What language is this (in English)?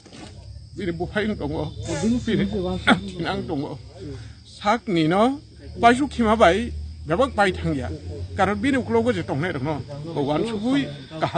Kok Borok